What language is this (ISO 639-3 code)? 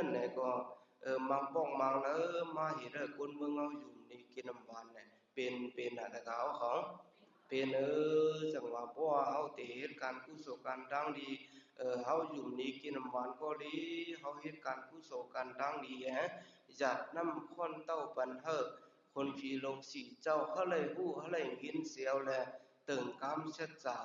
shn